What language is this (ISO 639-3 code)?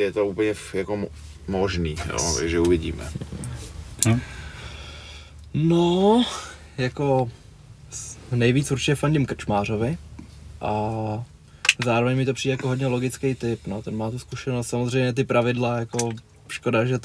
ces